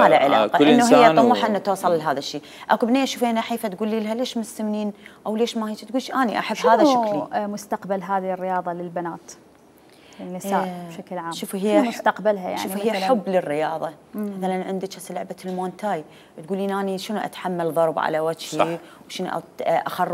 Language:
Mesopotamian Arabic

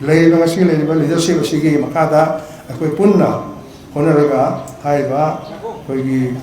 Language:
Manipuri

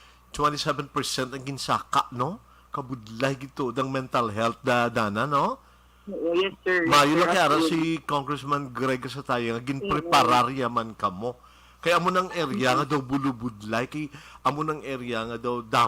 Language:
Hiligaynon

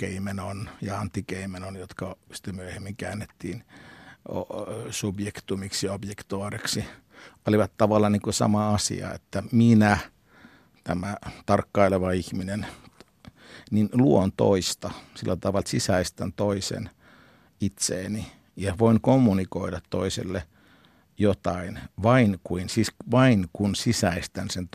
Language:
Finnish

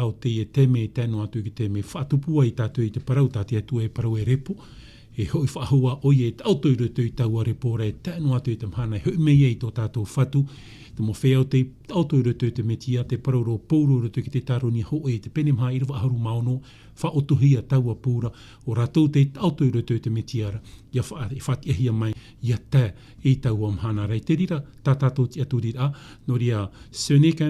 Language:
Tahitian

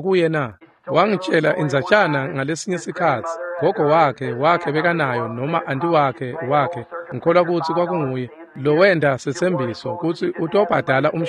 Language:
Swati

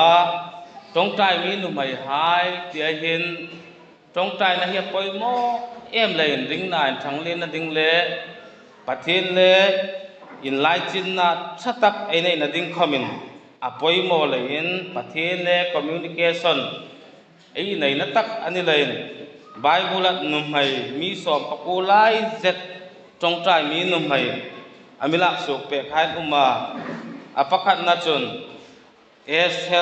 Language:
Hmar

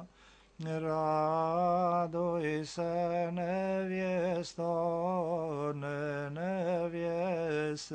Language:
Serbian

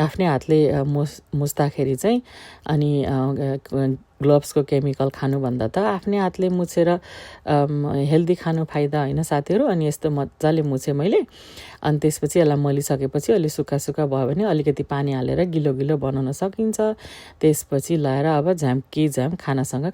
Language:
Nepali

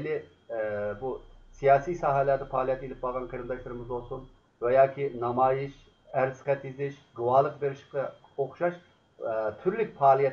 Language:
Uyghur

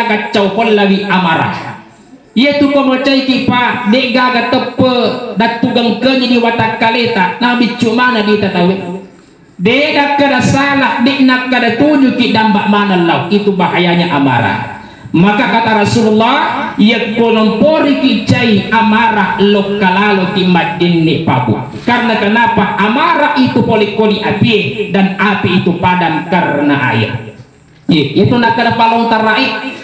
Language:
Buginese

